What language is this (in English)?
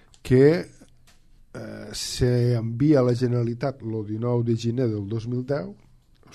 Catalan